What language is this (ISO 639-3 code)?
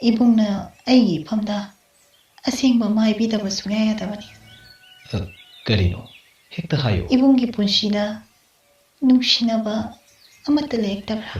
mni